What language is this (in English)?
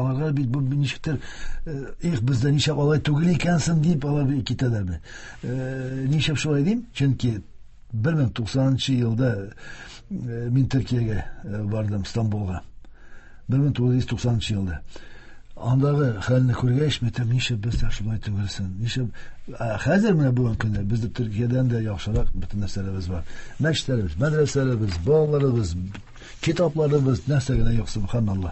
Tatar